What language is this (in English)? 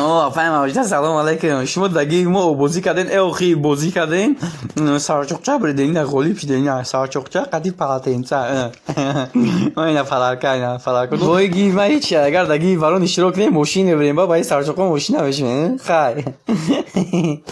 Tajik